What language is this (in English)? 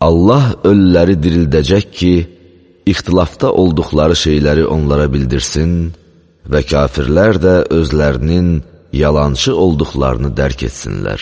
Azerbaijani